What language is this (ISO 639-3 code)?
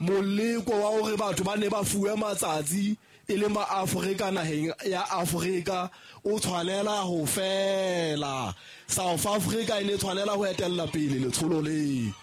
sot